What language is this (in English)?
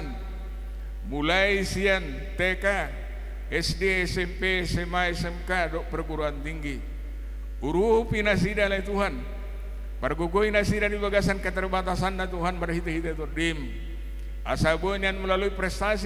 Batak Toba